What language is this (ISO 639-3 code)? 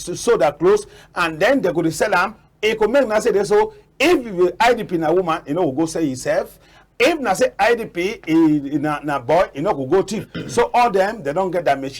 wes